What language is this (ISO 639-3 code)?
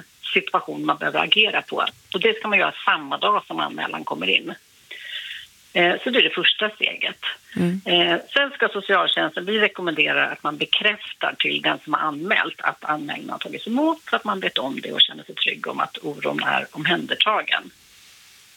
swe